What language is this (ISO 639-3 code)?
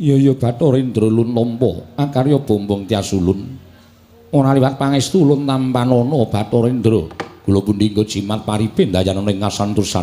jav